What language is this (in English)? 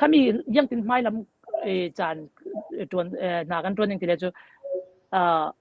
Falam Chin